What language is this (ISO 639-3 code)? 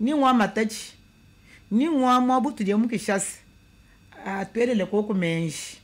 lin